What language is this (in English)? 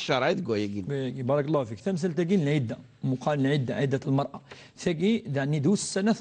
Kabyle